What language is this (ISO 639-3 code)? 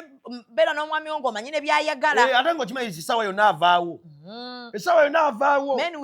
lug